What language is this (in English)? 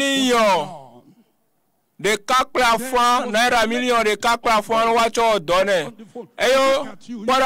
Ewe